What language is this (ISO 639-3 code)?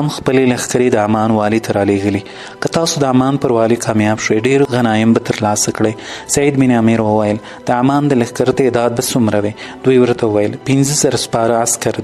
pus